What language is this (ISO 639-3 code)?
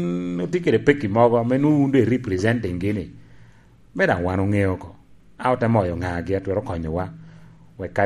laj